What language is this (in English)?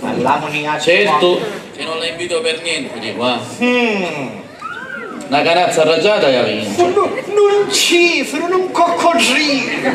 Sicilian